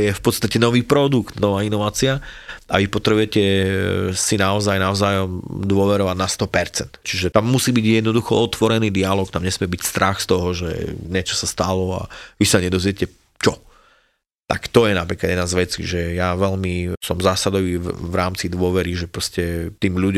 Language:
Slovak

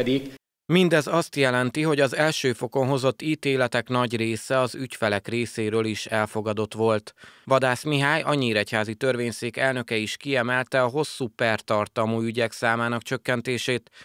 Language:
Hungarian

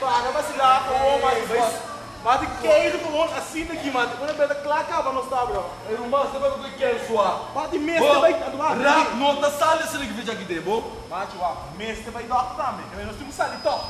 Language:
Papiamento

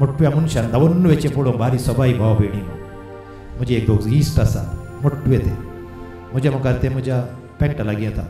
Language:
Konkani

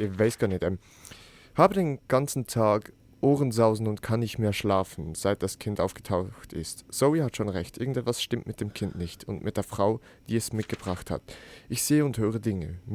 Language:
Swiss German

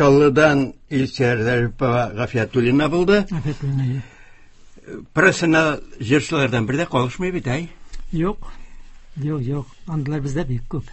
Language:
Tatar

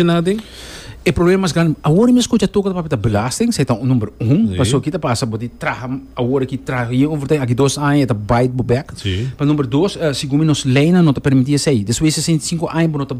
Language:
Papiamento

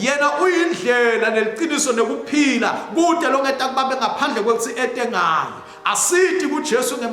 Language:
Swati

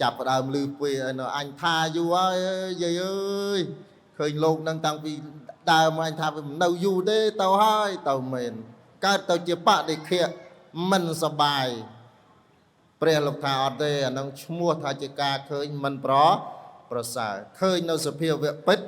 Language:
Khmer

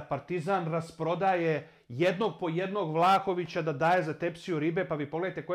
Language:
Serbian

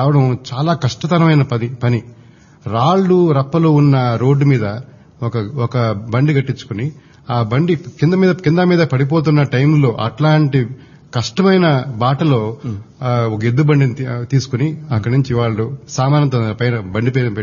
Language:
Telugu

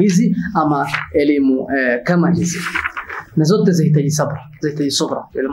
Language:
Swahili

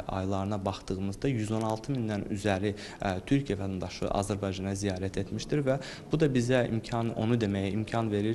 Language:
Azerbaijani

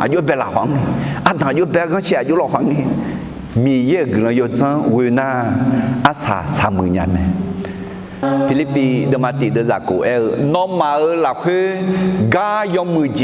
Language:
Akha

